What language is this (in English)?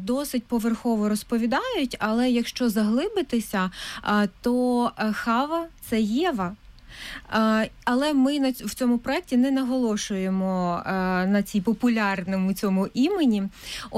Ukrainian